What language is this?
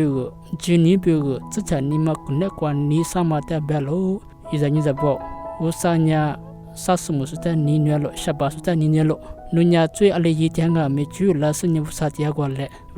Lisu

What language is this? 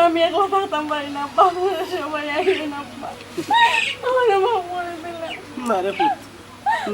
Sylheti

